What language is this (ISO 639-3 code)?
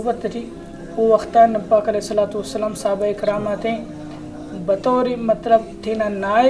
brh